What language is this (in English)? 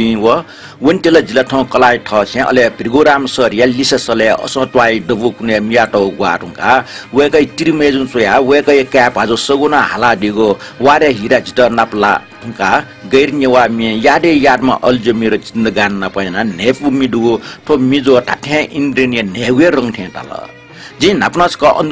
Newari